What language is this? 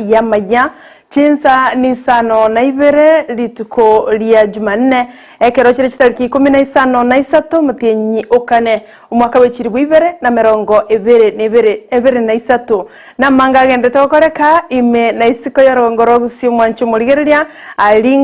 Gusii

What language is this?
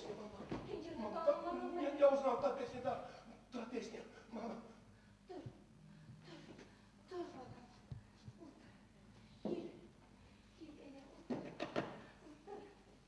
Bashkir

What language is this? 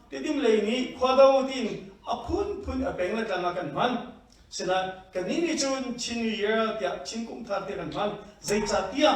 Hakha Chin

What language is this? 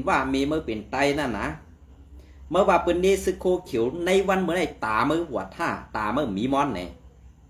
Shan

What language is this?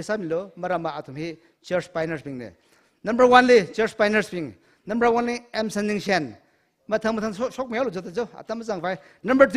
Tangkhul Naga (India)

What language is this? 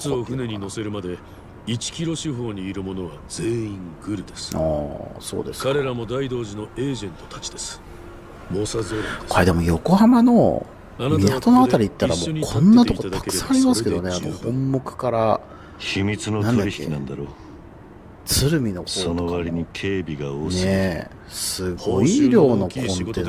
Japanese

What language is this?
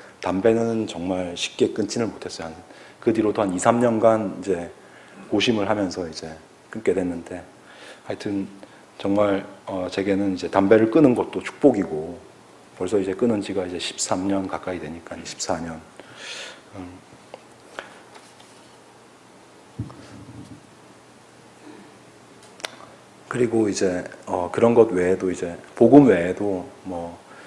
Korean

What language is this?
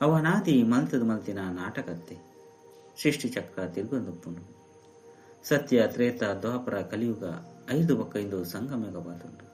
Tulu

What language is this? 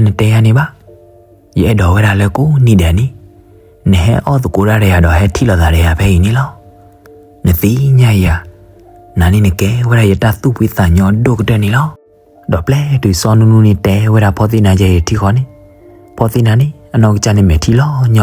S'gaw Karen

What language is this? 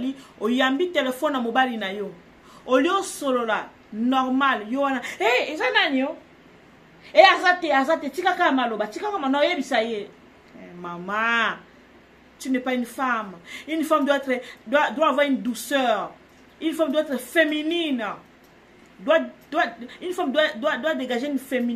Lingala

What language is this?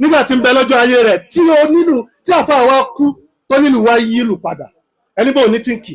Yoruba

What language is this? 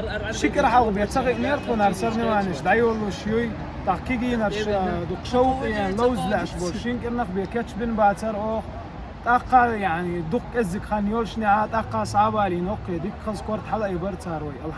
Chechen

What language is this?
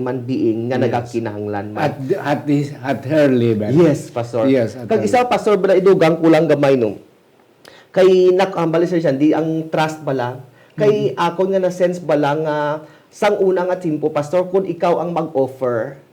Hiligaynon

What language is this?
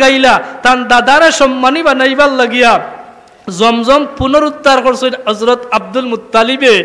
Sylheti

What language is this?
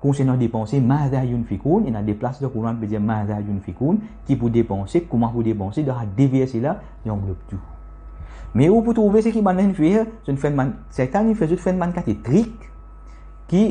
Morisyen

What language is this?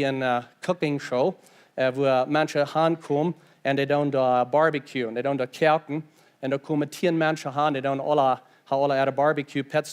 Plautdietsch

